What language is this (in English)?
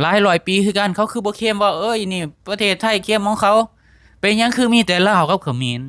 Lao